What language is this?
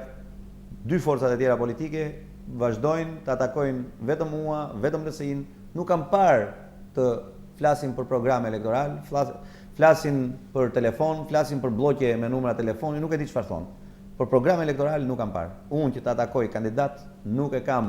Albanian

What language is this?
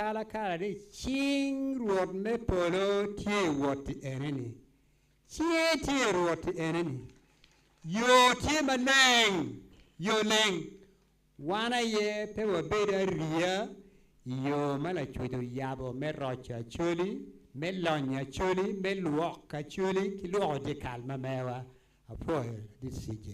Acoli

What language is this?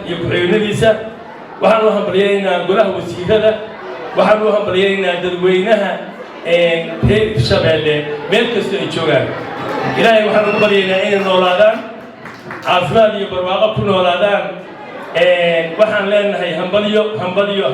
Somali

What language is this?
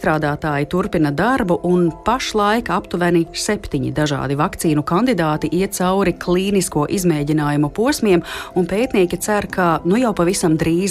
Latvian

